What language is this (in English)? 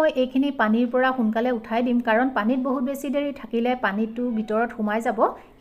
Assamese